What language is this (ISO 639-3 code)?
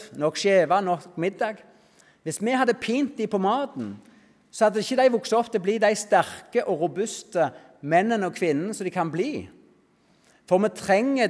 nor